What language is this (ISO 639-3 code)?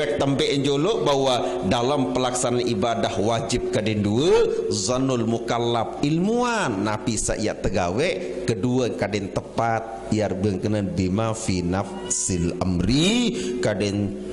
sas